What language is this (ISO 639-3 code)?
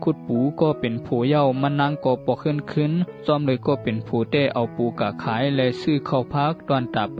shn